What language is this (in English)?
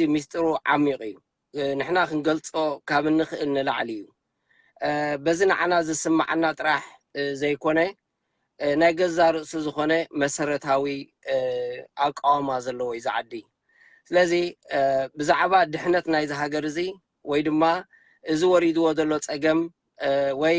Tigrinya